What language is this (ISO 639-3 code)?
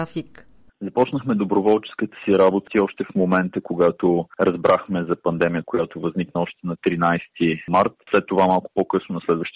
bul